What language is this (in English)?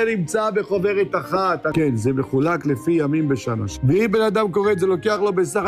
Hebrew